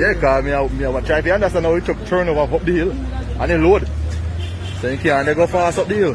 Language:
Jamaican Creole English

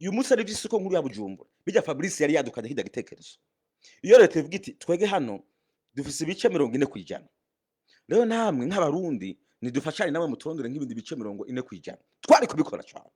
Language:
Rundi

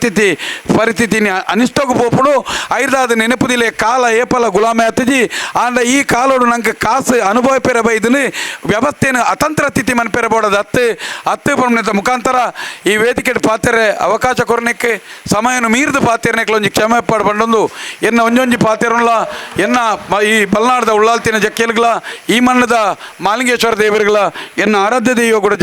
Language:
Tulu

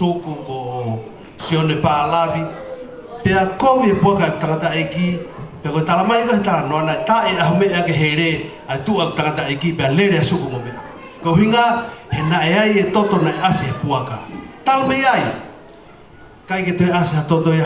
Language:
Tongan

